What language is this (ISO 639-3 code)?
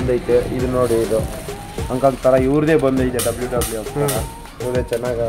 kan